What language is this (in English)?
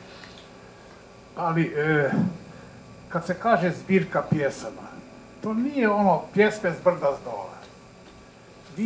Croatian